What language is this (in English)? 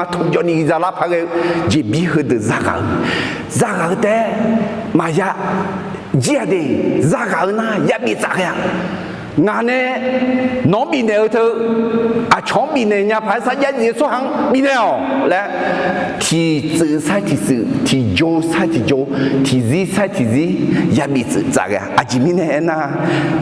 Akha